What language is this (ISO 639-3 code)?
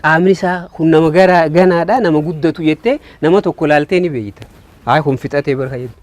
orm